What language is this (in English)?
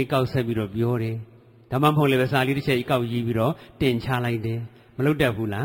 Burmese